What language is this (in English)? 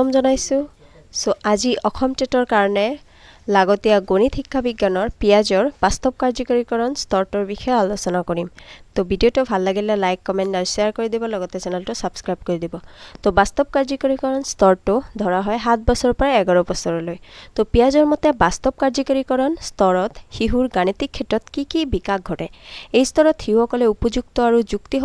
Assamese